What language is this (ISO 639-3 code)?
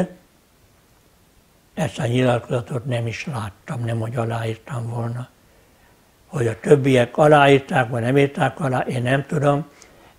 hun